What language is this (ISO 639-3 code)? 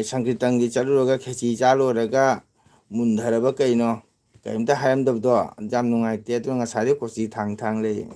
mni